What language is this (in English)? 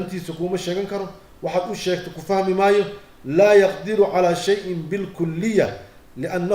Somali